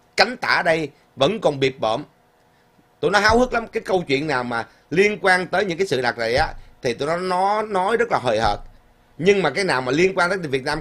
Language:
Vietnamese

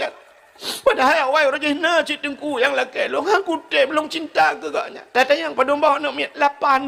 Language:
Achinese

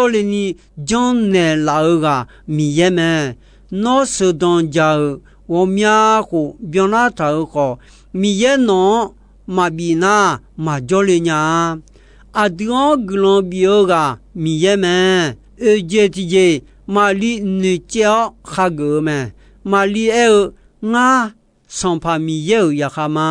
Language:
Akha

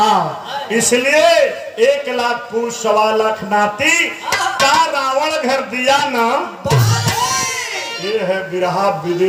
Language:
Bhojpuri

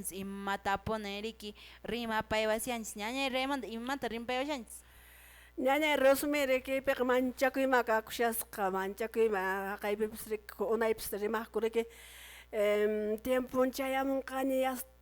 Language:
Quechua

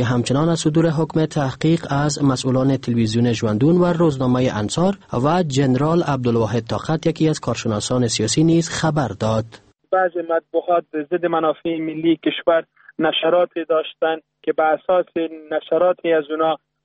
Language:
Persian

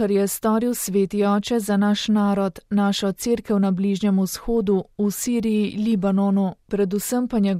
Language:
Slovenian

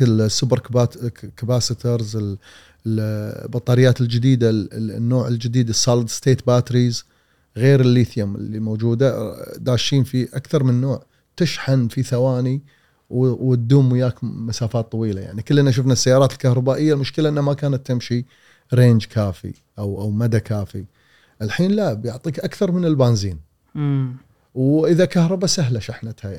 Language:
Gulf Arabic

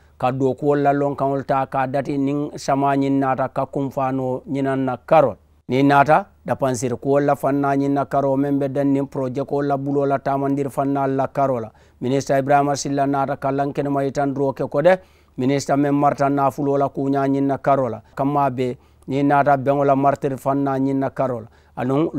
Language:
Mandingo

